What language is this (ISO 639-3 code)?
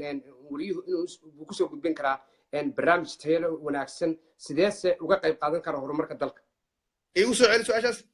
som